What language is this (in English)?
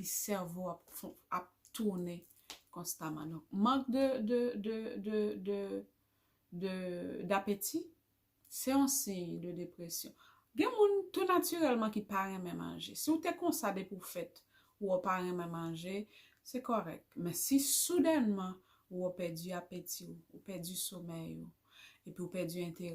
Haitian Creole